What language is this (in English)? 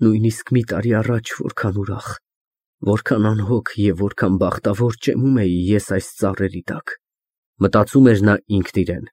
Armenian